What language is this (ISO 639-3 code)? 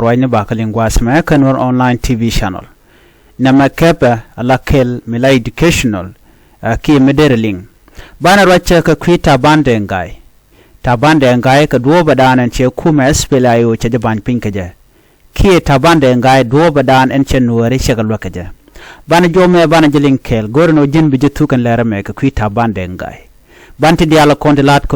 nus